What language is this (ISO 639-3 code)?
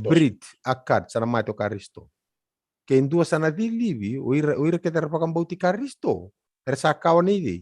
fij